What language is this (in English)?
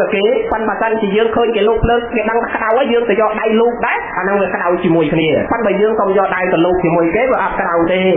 Khmer